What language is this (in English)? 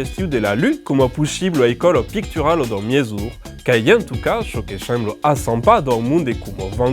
Occitan